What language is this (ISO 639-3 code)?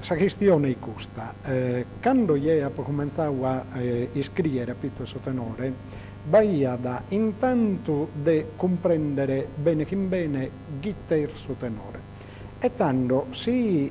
srd